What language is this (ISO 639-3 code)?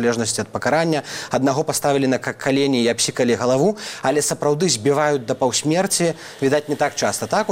bel